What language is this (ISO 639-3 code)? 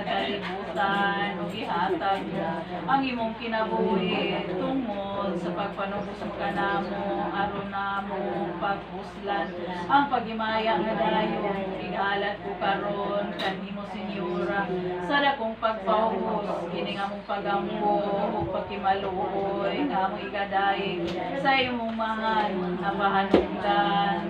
ceb